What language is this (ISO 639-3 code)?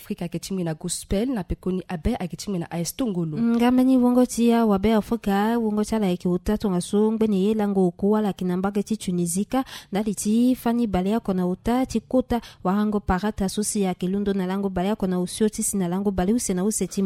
sag